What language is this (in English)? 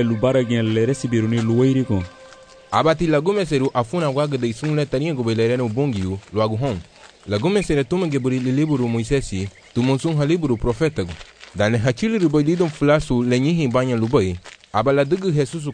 Garifuna